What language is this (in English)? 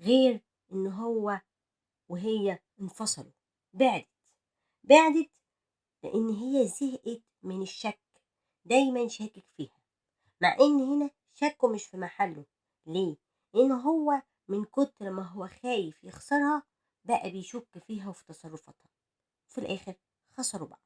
Egyptian Arabic